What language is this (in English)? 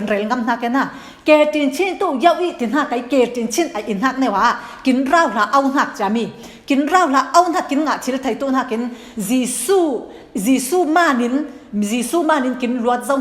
Falam Chin